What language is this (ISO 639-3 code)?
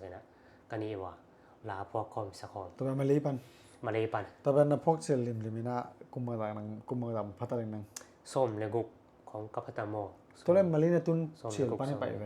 ctd